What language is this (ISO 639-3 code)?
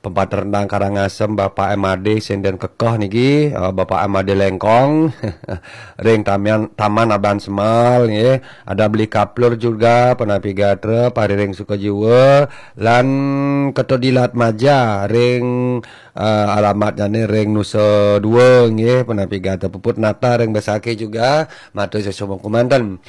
ban